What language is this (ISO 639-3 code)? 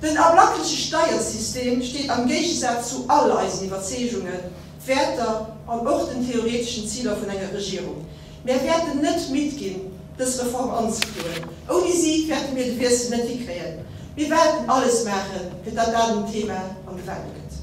ltz